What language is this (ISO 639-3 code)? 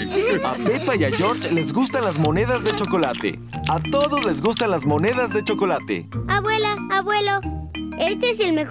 spa